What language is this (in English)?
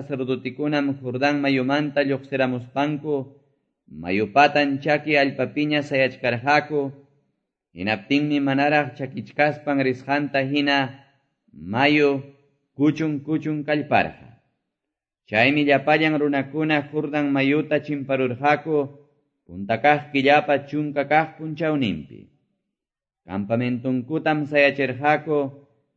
Quechua